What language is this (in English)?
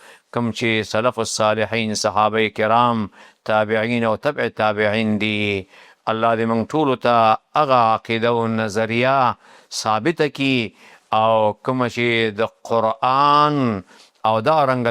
Pashto